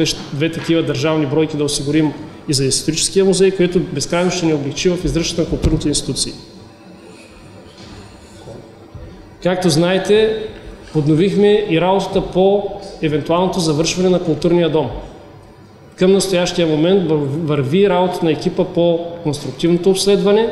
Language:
Bulgarian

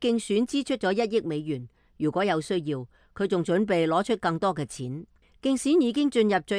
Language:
Cantonese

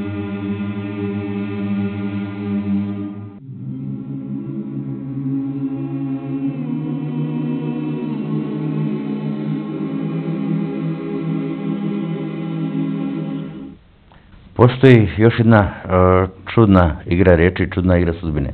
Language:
Serbian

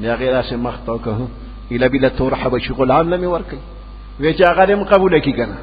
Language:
Pashto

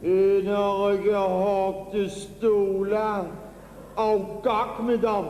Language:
Limburgish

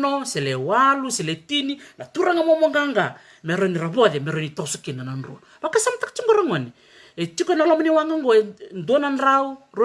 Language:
Fijian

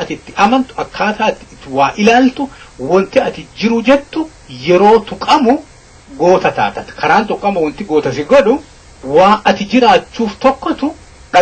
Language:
Oromo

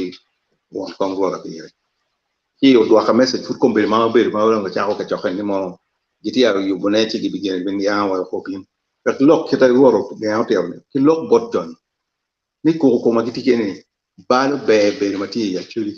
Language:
Acoli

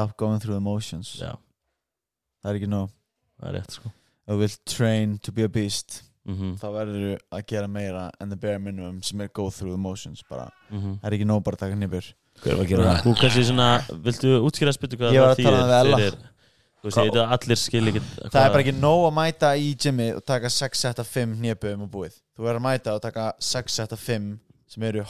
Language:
Icelandic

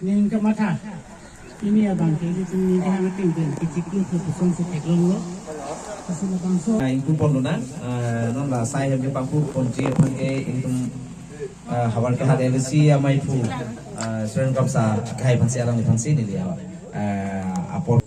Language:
Karbi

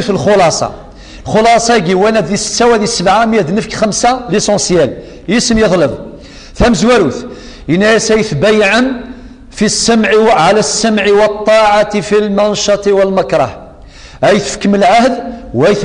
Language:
Kabyle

